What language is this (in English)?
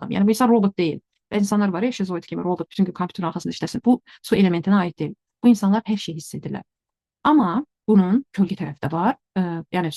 Azerbaijani